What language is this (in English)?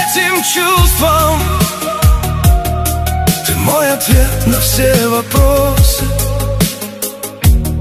Russian